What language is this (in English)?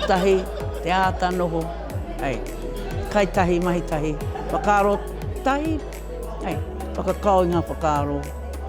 Māori